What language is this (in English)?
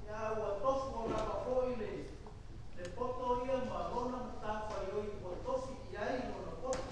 Samoan